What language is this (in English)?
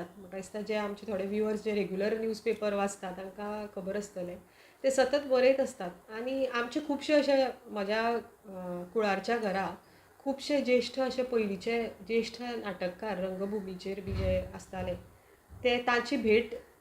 Konkani